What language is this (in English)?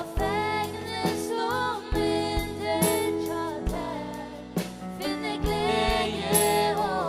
Faroese